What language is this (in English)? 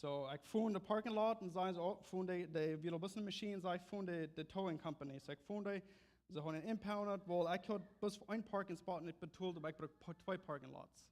Plautdietsch